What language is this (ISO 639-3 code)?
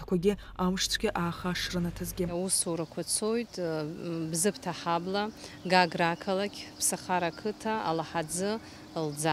abk